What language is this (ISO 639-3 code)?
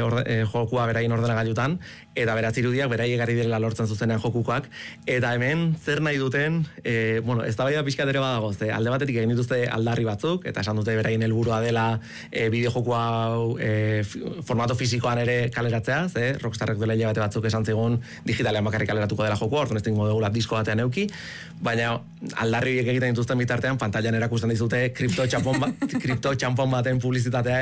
eus